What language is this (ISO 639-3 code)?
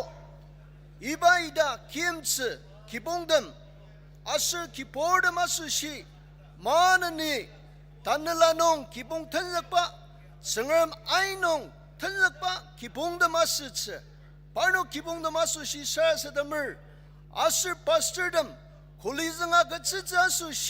njo